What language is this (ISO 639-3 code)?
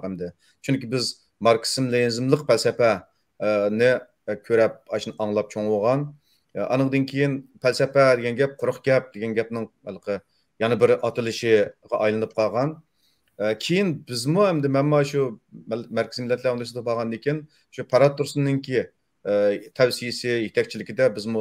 uig